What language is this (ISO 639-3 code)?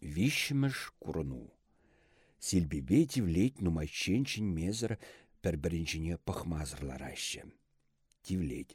chv